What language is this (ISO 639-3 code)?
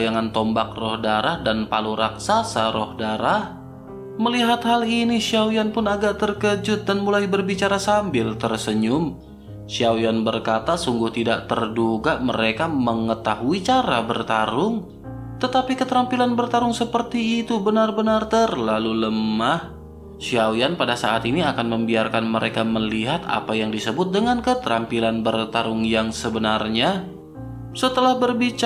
ind